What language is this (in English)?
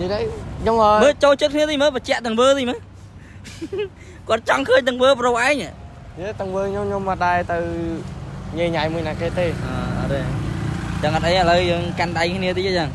Khmer